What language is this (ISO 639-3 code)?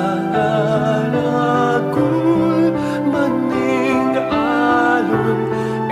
pam